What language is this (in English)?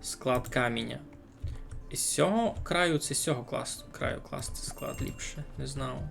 Rusyn